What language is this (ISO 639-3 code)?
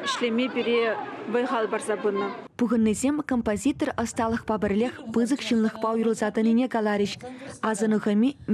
chv